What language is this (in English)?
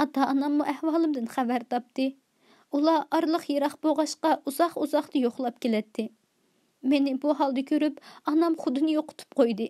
Uyghur